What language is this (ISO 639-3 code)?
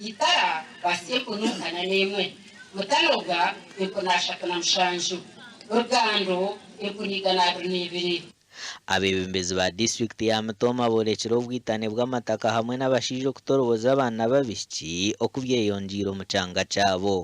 nyn